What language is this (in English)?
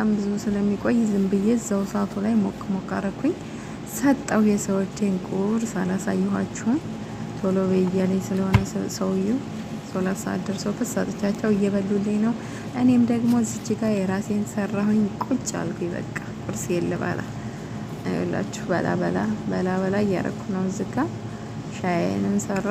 Amharic